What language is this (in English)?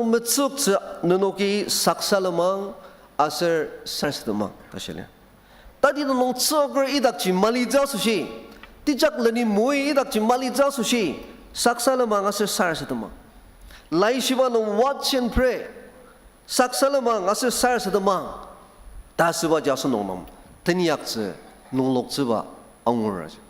Ao Naga